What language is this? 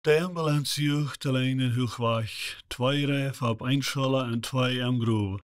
Plautdietsch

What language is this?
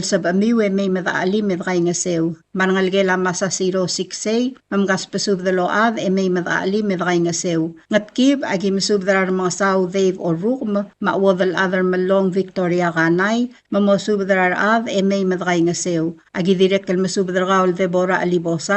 Palauan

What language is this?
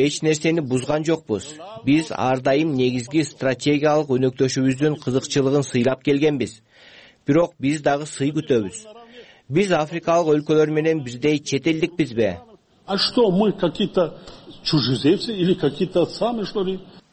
Kyrgyz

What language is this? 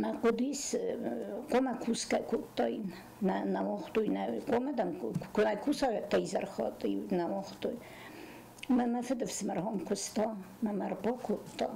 Ossetic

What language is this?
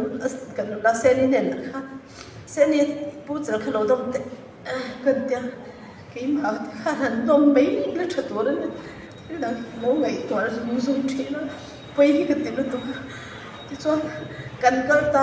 Mizo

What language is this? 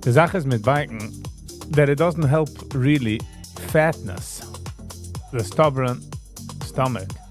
Yiddish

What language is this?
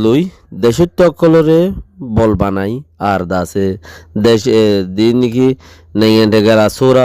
Rohingya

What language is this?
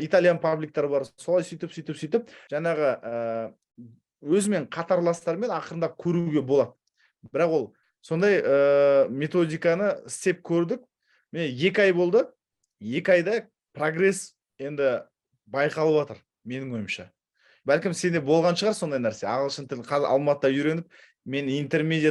Kazakh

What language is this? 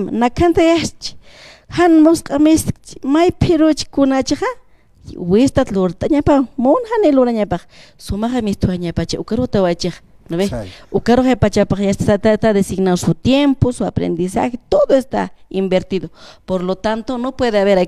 Aymara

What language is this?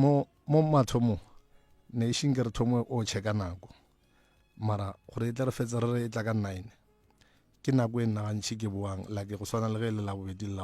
Northern Sotho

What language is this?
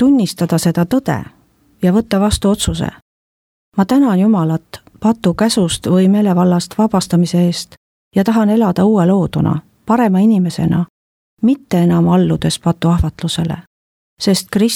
Estonian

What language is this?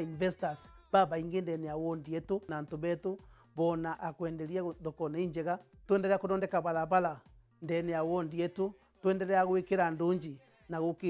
Meru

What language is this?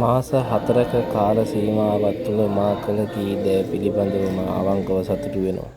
Sinhala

